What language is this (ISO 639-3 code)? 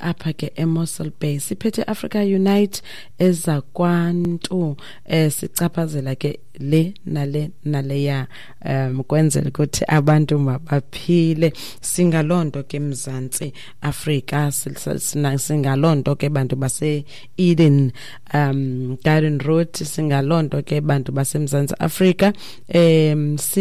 xho